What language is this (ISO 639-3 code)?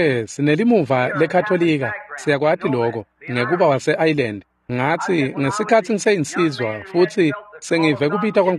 ssw